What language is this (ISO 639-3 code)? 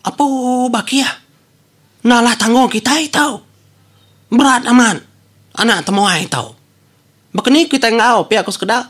iba